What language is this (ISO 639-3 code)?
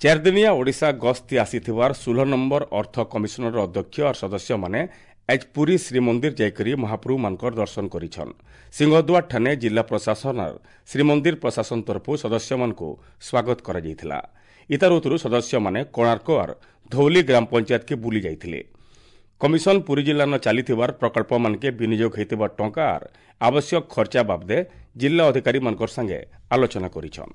ori